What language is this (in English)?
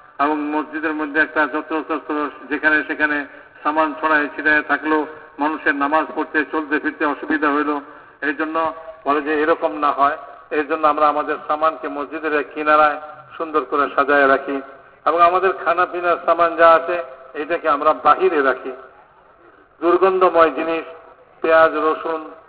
Bangla